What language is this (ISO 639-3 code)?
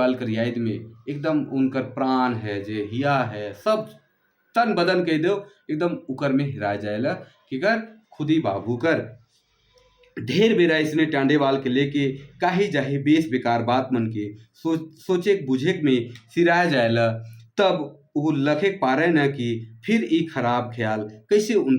sck